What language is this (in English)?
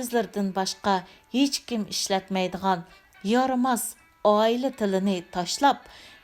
Uyghur